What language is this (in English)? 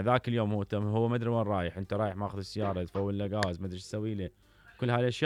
Mesopotamian Arabic